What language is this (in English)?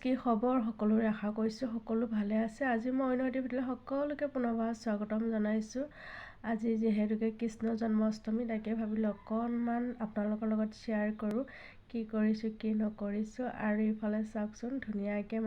Assamese